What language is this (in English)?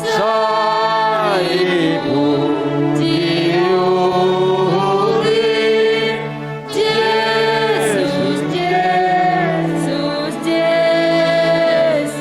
Batak Simalungun